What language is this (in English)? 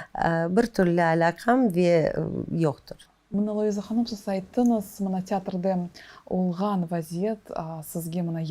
Crimean Tatar